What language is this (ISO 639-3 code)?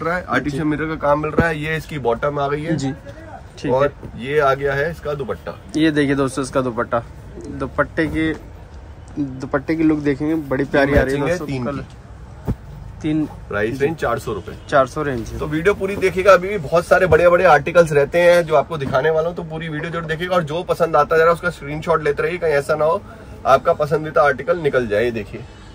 hin